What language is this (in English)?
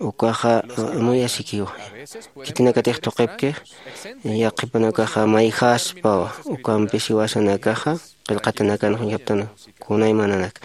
Aymara